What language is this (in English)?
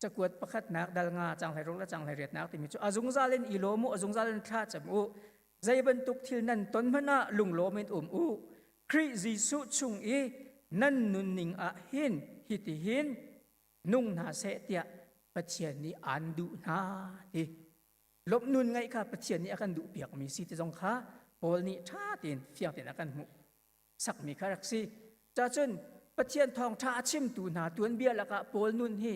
Hakha Chin